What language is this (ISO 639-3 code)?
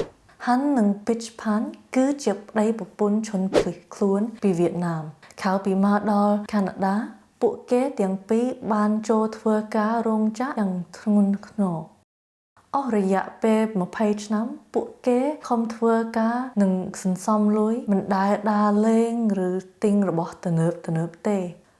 khm